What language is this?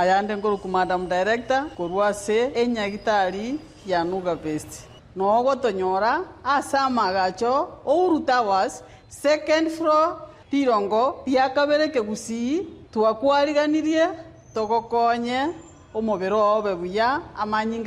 Gusii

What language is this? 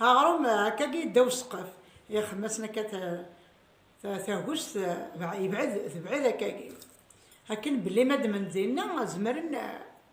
Kabyle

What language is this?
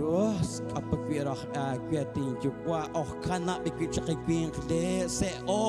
Kekchí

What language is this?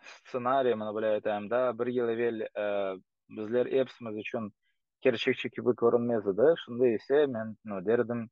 Crimean Tatar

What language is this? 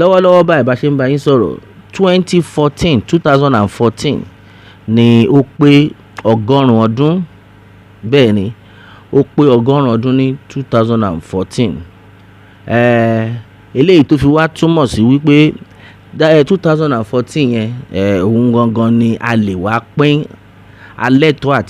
Yoruba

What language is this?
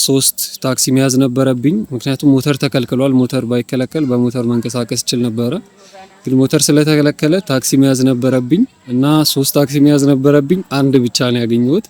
Amharic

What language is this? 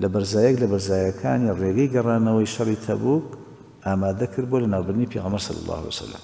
Central Kurdish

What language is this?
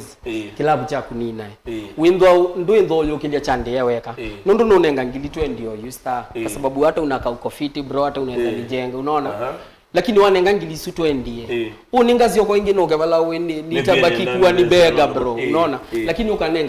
Kamba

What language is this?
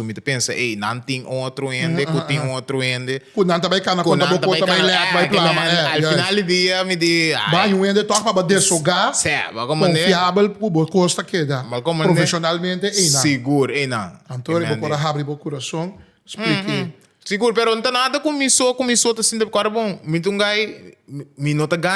Papiamento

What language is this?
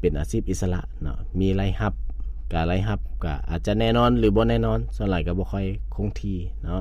Lao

